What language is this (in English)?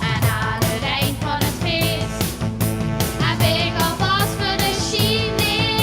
Limburgish